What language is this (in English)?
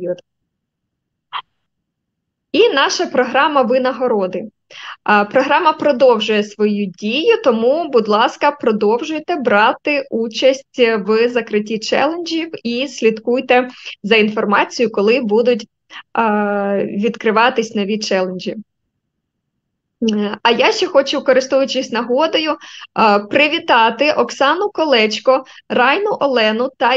Ukrainian